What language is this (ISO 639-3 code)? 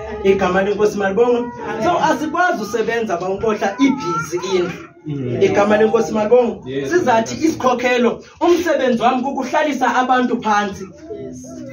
xho